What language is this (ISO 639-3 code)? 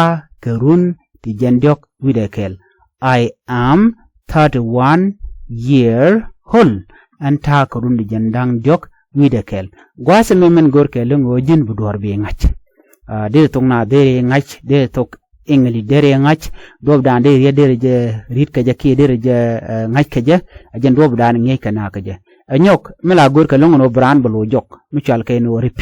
nus